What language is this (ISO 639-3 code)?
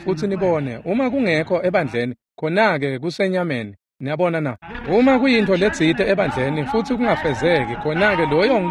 ssw